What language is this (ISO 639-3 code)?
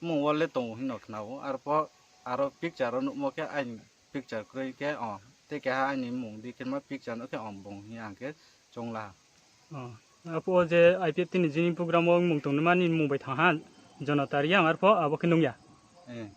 ria